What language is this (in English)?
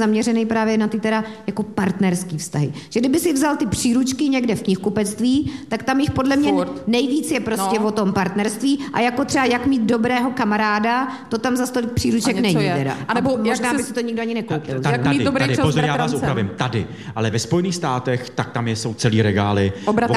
Czech